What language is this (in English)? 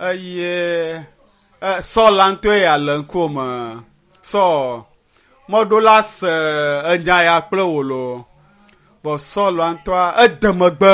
Ewe